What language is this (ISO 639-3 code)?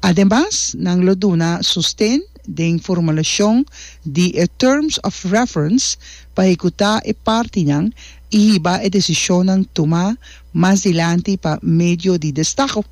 pap